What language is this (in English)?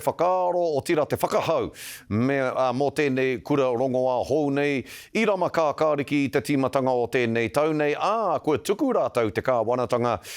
Māori